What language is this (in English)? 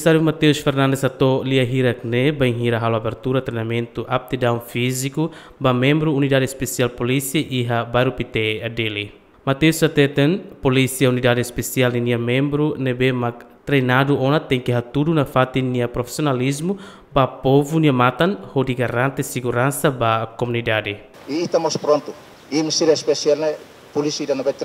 Tetum